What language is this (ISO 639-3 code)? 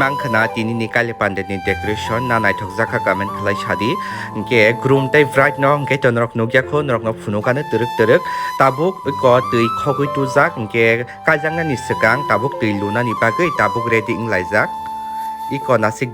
trp